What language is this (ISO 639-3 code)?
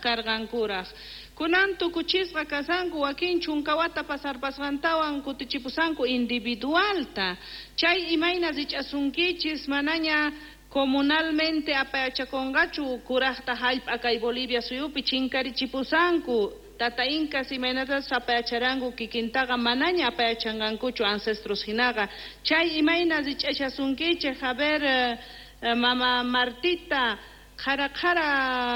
quh